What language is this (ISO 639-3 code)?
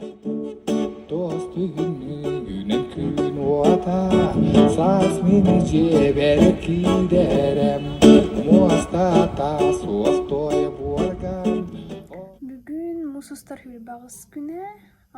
sah